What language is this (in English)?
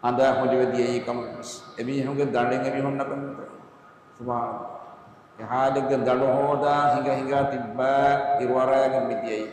Divehi